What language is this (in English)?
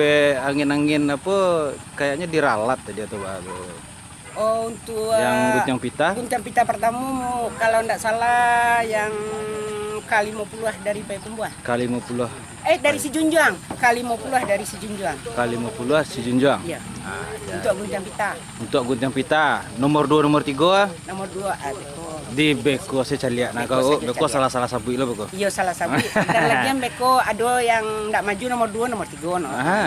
Minangkabau